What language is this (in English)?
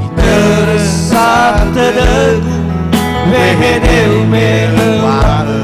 Nias